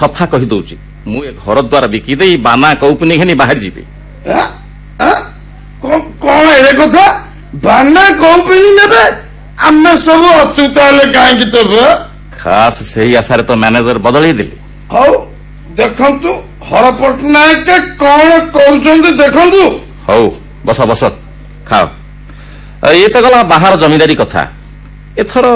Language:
Odia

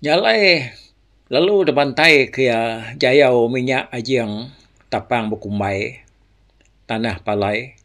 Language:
Iban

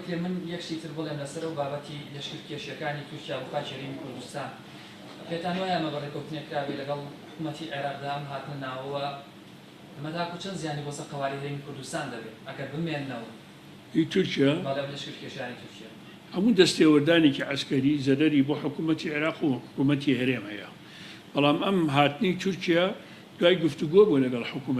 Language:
Central Kurdish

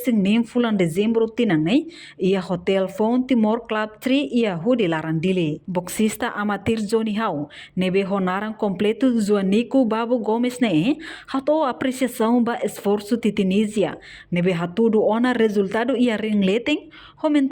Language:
Tetum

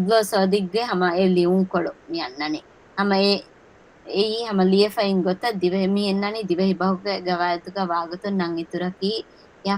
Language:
Divehi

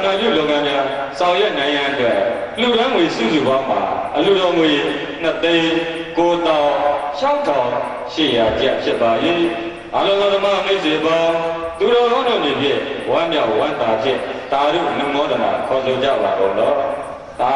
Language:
Burmese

